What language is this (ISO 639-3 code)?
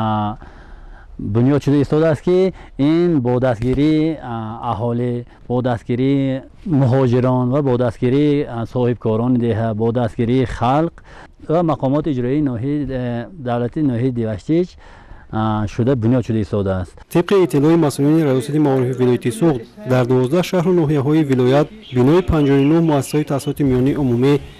tgk